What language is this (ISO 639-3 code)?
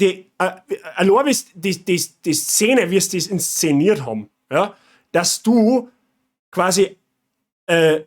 bar